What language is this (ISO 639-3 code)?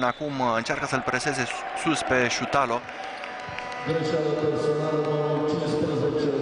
ron